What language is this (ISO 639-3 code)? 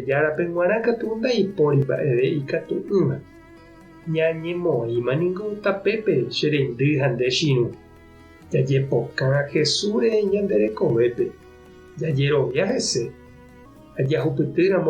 grn